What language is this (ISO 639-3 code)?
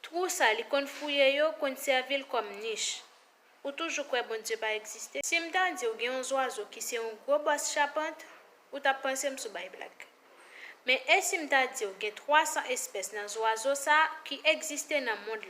hat